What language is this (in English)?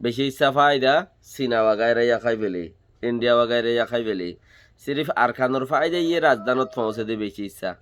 Rohingya